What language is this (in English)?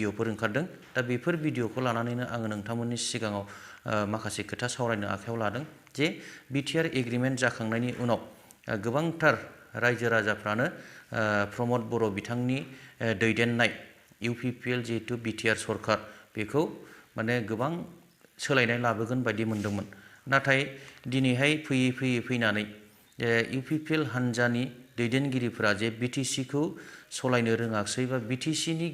Bodo